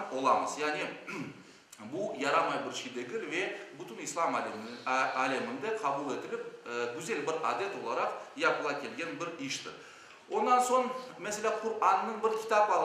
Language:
Crimean Tatar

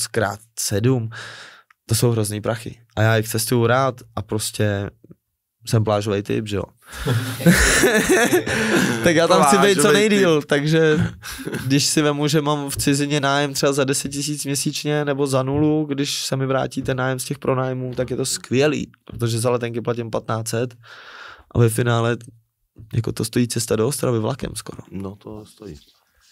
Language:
Czech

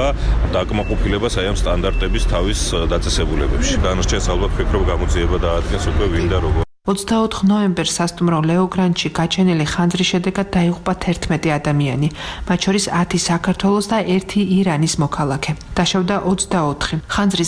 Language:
Georgian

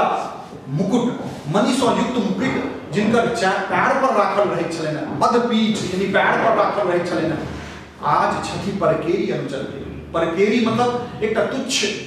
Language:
Maithili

